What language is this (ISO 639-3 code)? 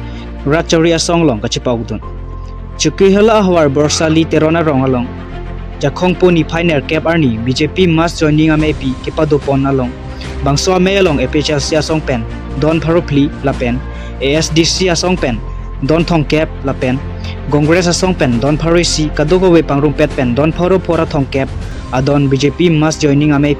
mjw